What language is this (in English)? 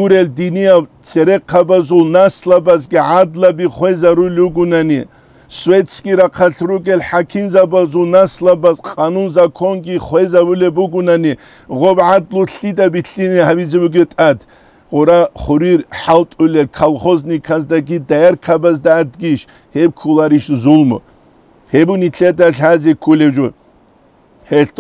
Avaric